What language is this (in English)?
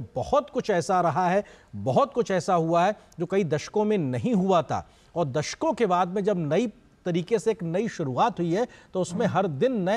Hindi